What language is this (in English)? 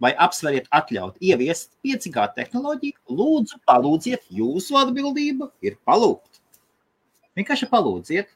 Latvian